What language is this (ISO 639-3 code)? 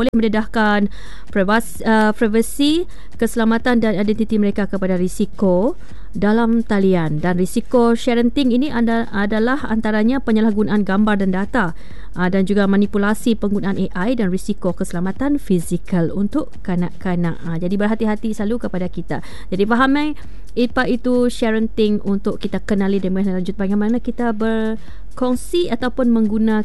msa